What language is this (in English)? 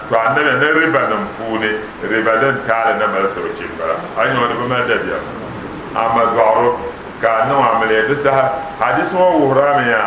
Dagbani